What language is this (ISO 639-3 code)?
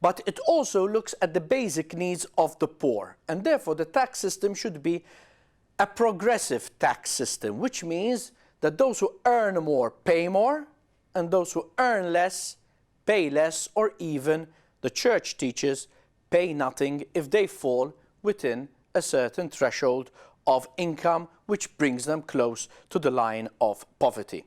eng